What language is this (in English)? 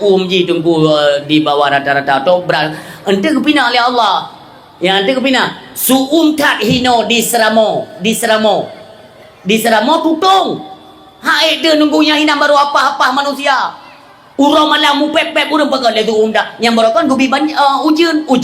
Achinese